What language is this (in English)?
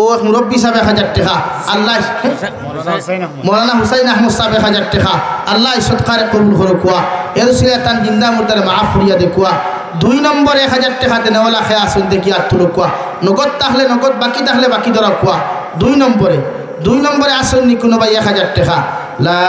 Sylheti